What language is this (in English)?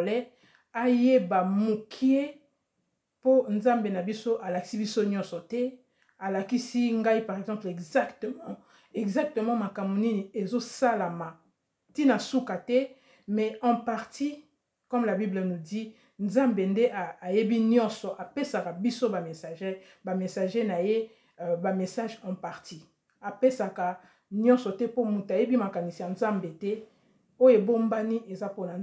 Lingala